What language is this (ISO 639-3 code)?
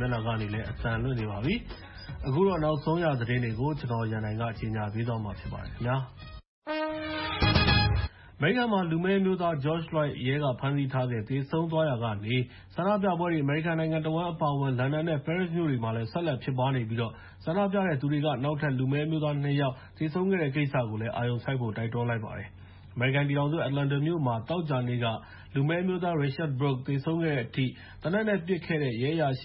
mya